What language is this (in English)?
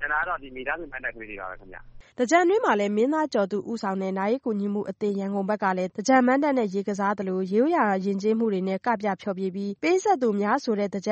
Burmese